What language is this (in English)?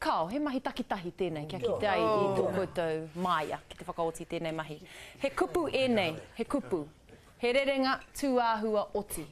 Māori